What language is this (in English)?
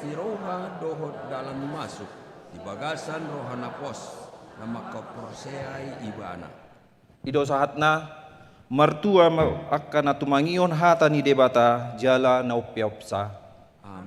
Batak Toba